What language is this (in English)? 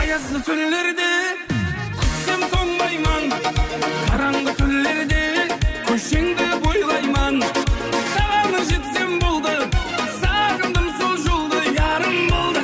Kara-Kalpak